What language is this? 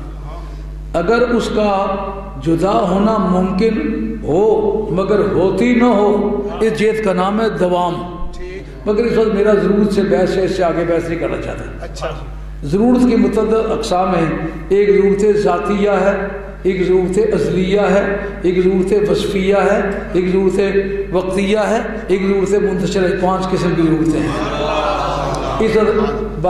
Urdu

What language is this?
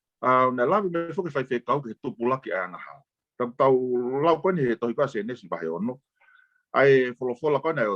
Tongan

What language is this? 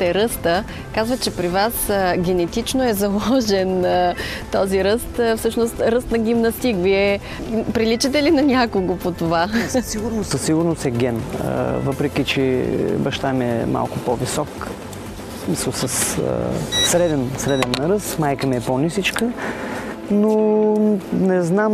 Bulgarian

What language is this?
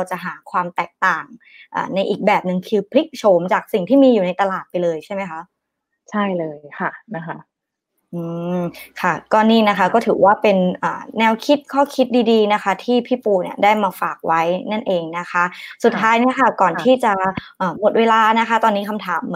Thai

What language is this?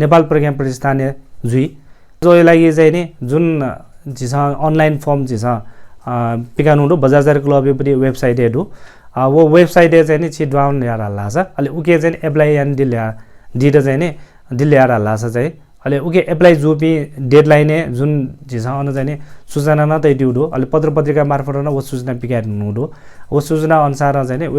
Newari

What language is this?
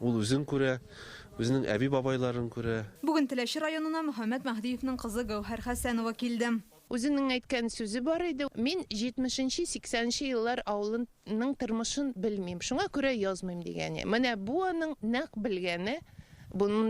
Tatar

